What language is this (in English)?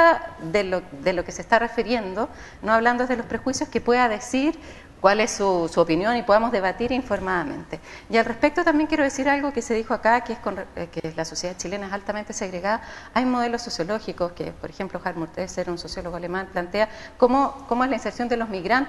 Spanish